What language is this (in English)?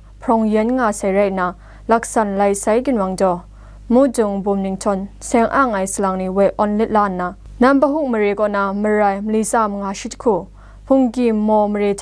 Kachin